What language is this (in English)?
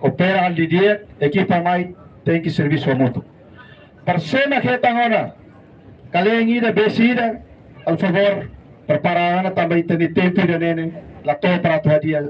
Tetum